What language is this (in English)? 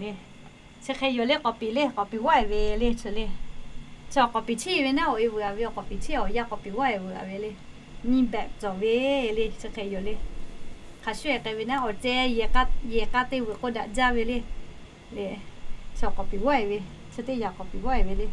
Lahu